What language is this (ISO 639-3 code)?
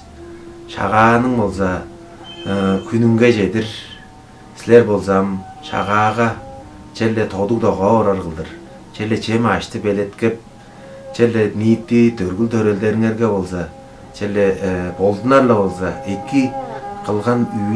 tyv